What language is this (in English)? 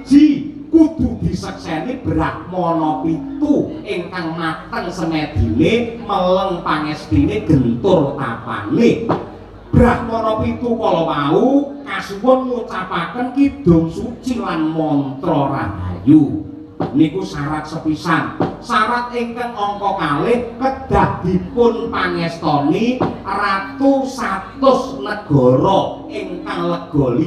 Javanese